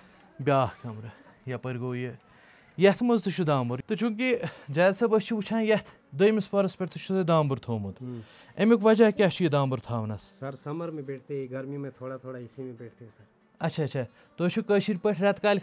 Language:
Kashmiri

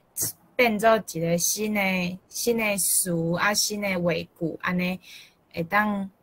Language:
Min Nan Chinese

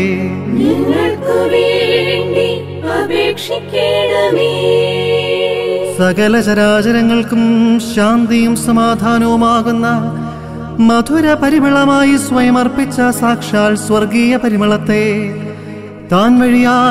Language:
Malayalam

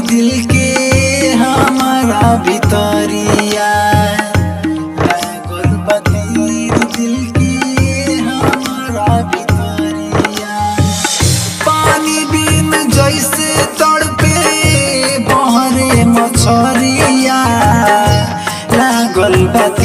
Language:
Bhojpuri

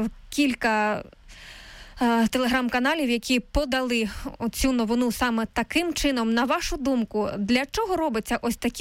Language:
Ukrainian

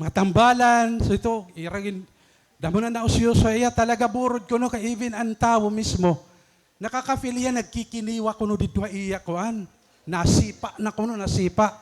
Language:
Waray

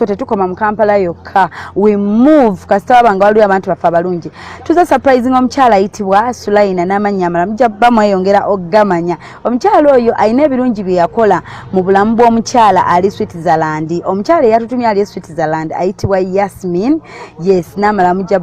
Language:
Ganda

